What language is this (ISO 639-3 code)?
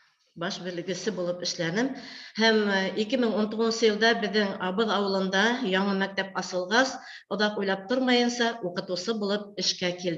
bak